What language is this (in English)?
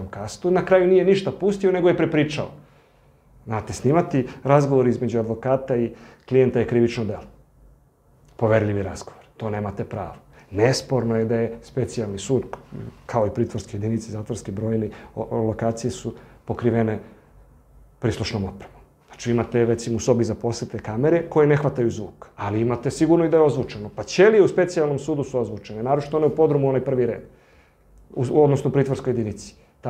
Serbian